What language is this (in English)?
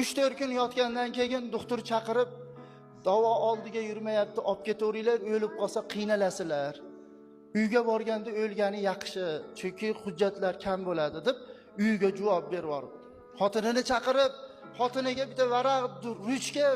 Uzbek